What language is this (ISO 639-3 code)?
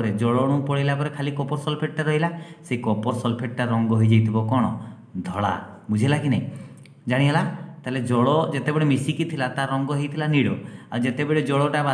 ori